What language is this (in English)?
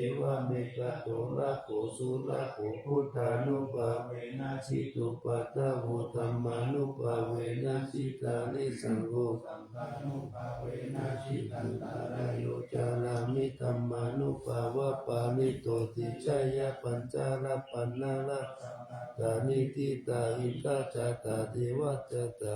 Pali